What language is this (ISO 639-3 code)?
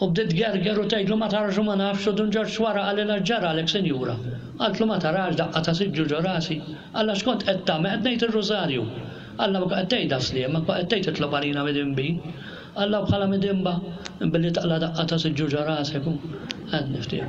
mlt